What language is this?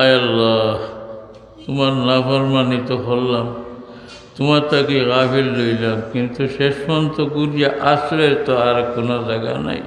Sylheti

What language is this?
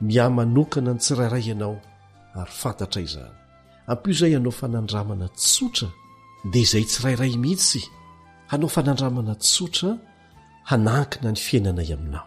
Malagasy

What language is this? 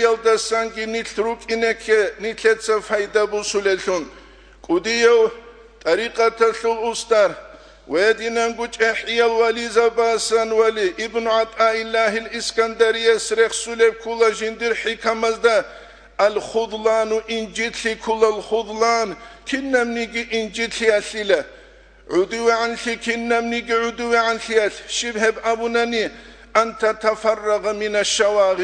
Avaric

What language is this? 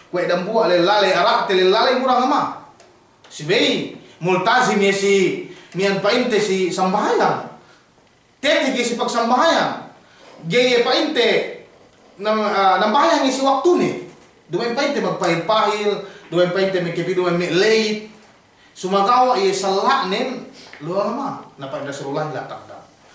Yakan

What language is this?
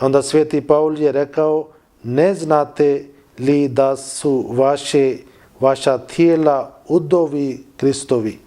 Bosnian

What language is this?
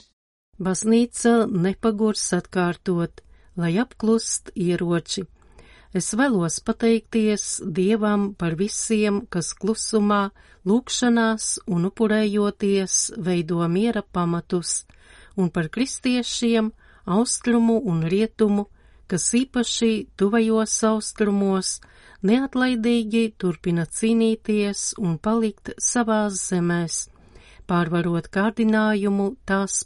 Latvian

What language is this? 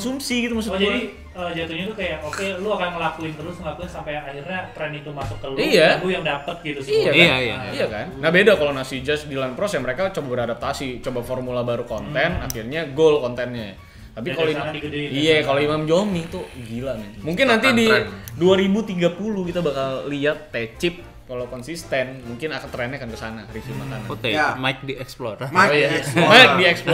Indonesian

